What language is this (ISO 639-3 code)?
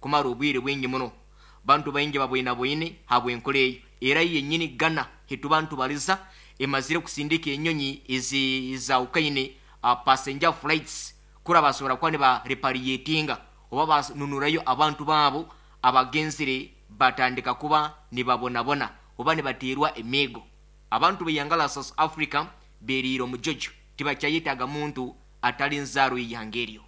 nyo